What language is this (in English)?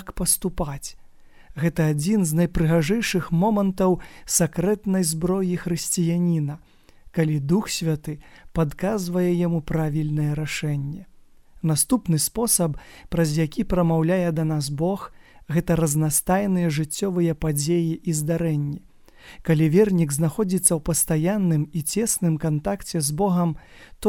Belarusian